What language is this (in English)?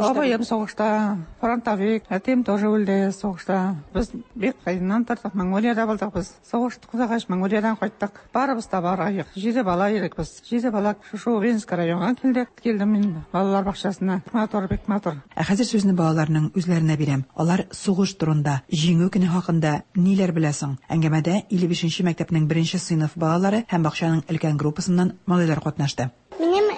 Tatar